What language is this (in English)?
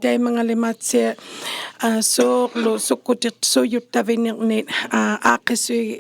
Inuktitut